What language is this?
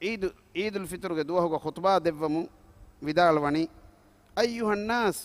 Divehi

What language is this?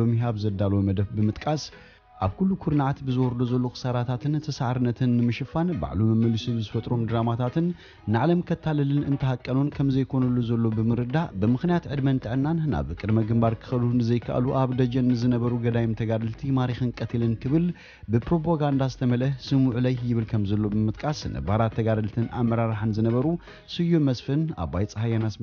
Tigrinya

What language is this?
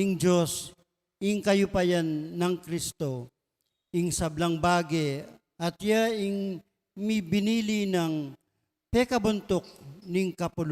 Pampanga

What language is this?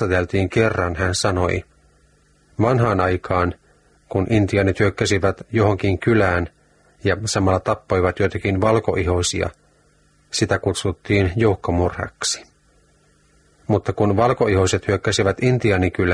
Finnish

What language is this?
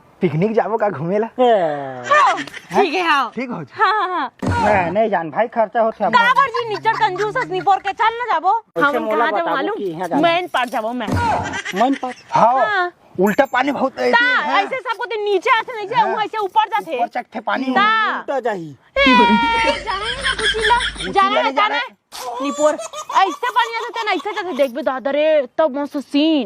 Chhattisgarhi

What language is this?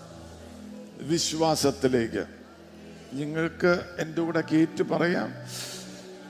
Malayalam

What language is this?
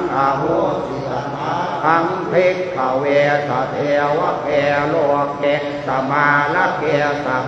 Pali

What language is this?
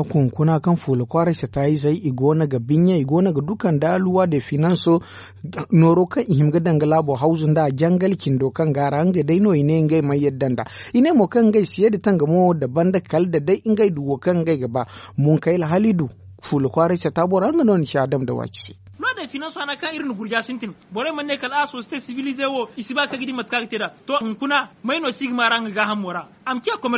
Zarma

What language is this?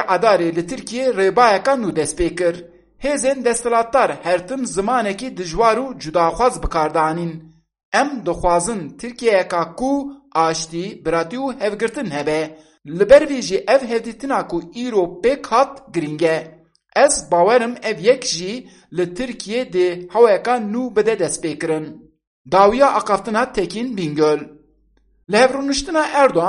Kurdish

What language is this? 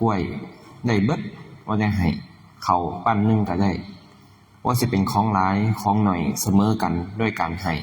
Northeastern Thai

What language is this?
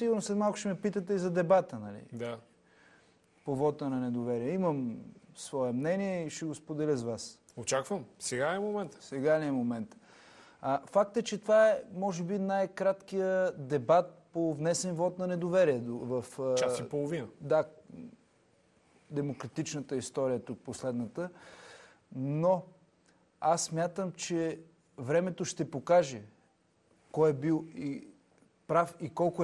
Bulgarian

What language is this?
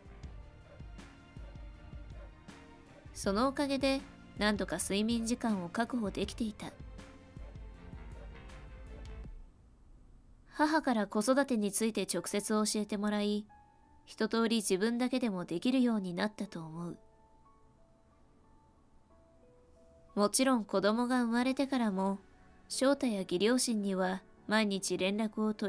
Japanese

